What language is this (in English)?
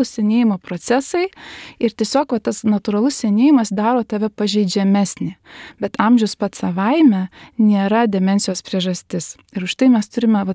Lithuanian